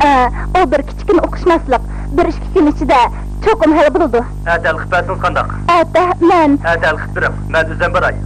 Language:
Uyghur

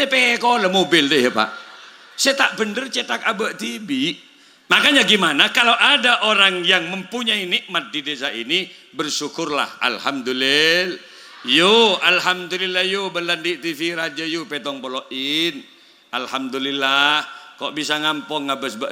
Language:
Madurese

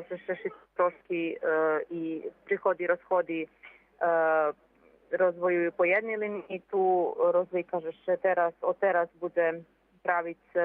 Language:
Rusyn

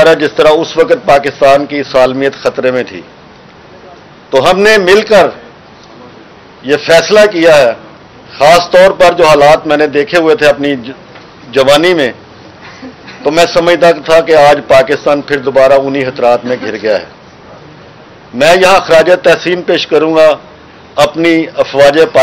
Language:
Urdu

